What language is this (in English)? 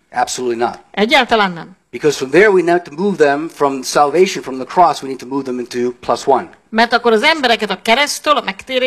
Hungarian